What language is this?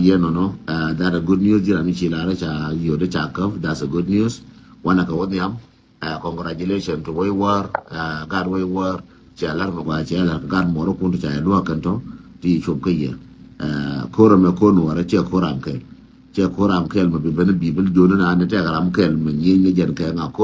Nuer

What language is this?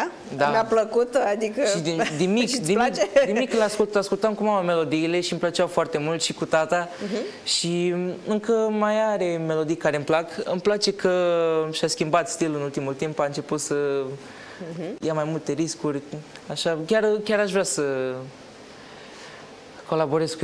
Romanian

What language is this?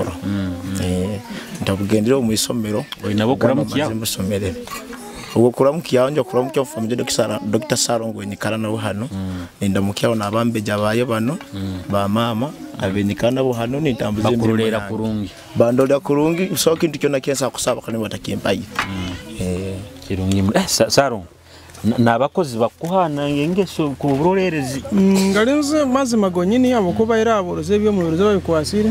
Nyoro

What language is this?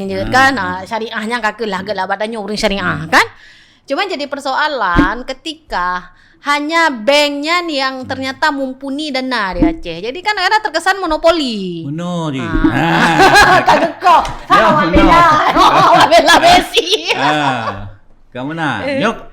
Achinese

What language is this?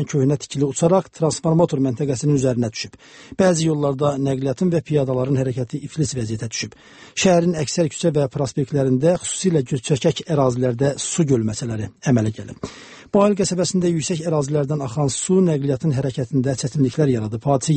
Azerbaijani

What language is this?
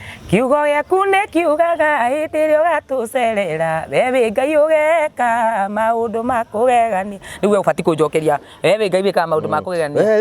Kikuyu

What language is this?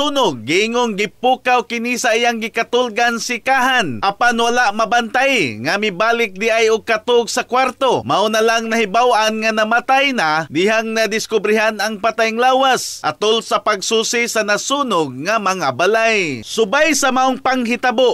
Cebuano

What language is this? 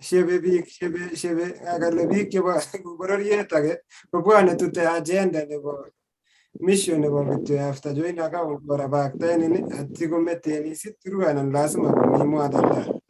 Kalenjin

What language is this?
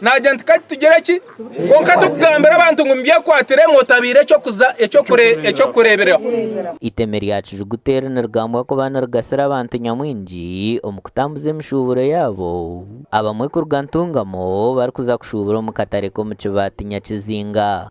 Nyankole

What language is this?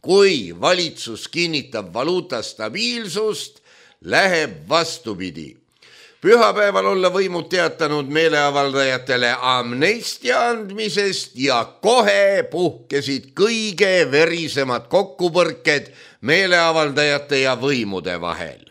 Estonian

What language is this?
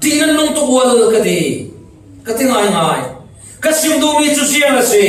Falam Chin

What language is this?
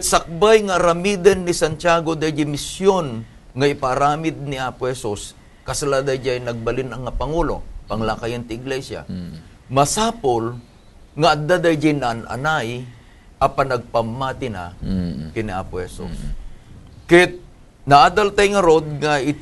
Iloko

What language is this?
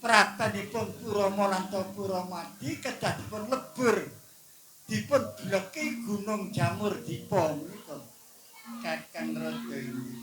Javanese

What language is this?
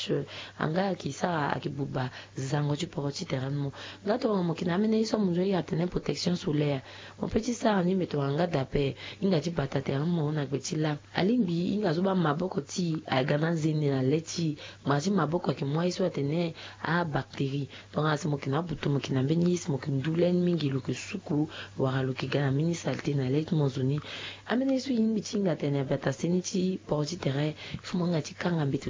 Sango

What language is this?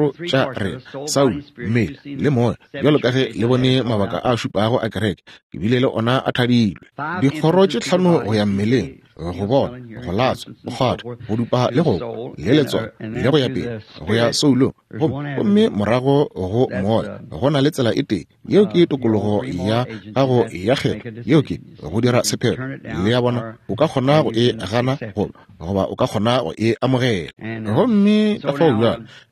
Northern Sotho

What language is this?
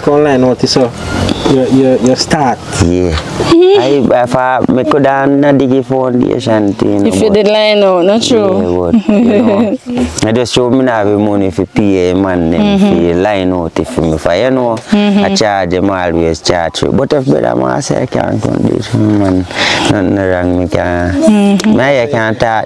Jamaican Creole English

